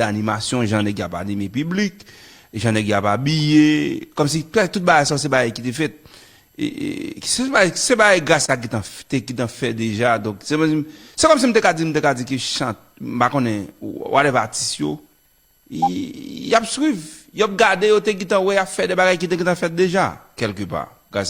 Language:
Haitian Creole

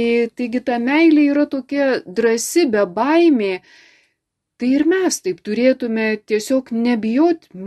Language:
Lithuanian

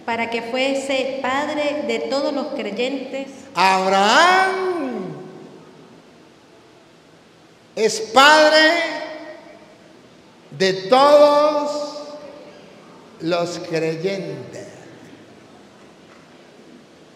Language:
Spanish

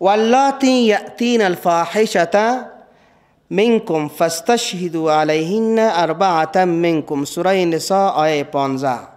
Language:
Persian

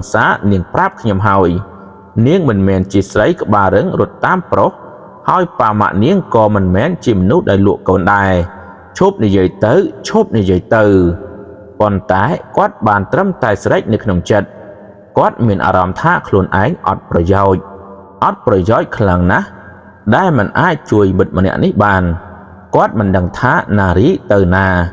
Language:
Khmer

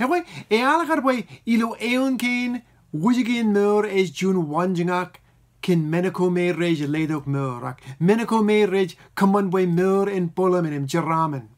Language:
Marshallese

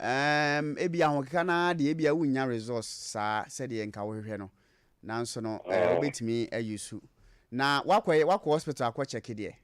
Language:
Akan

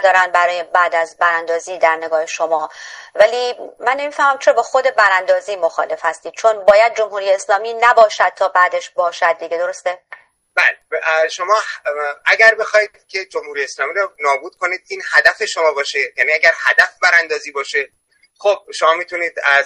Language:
Persian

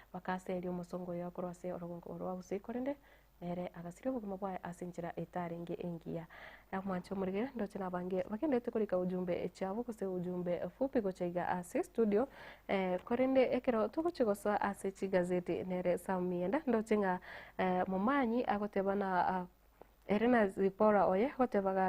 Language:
Gusii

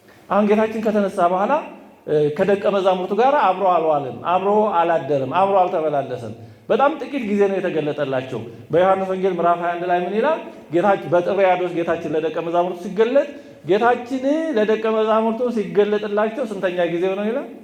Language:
Amharic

